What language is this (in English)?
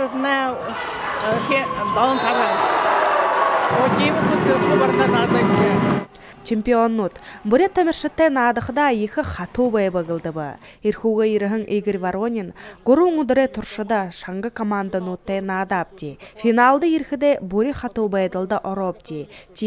Buriat